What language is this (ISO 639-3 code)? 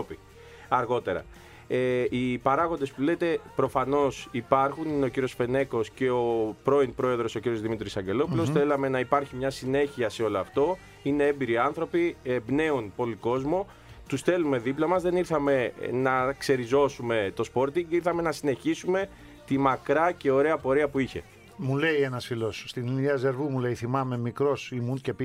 ell